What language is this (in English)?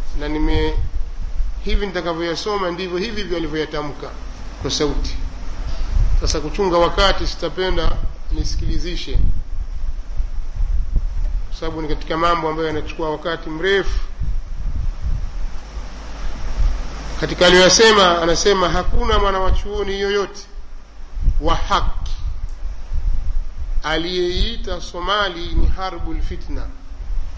Swahili